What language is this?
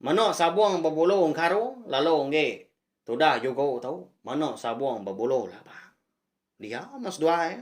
Iban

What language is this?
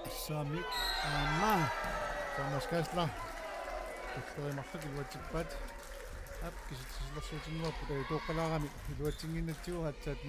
Kalaallisut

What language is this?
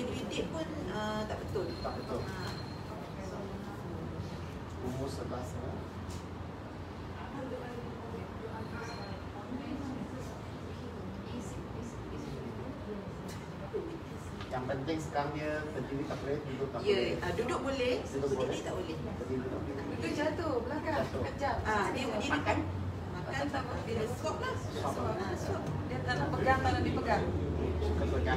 Malay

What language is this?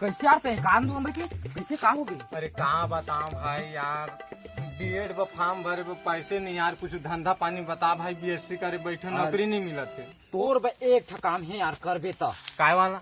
Chhattisgarhi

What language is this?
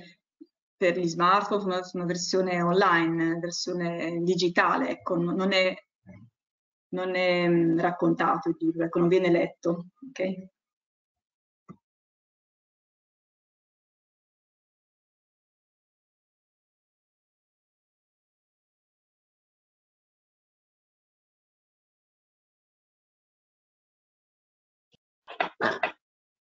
Italian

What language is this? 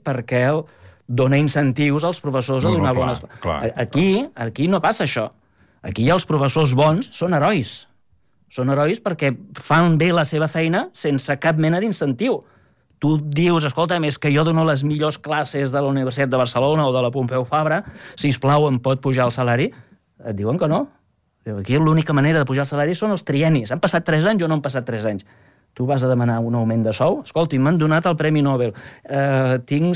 Catalan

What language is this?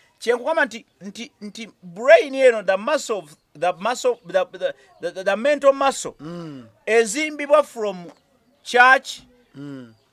Ganda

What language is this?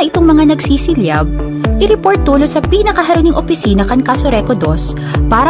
Bikol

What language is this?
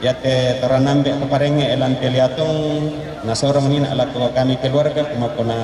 Toraja-Sa'dan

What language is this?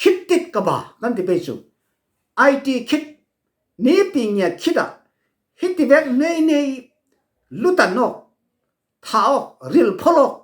Falam Chin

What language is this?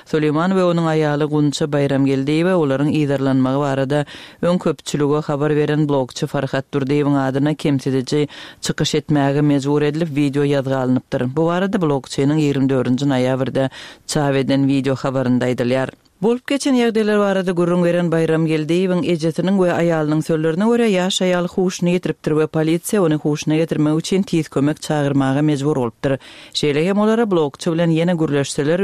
Turkmen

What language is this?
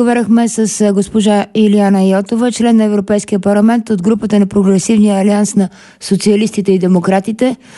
Bulgarian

